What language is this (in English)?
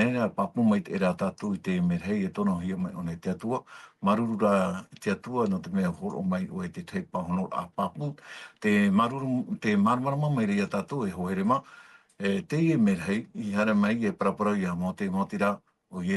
Tahitian